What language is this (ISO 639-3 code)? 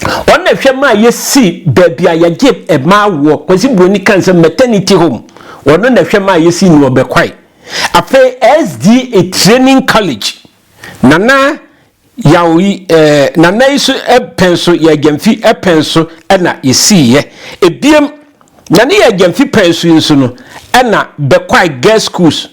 aka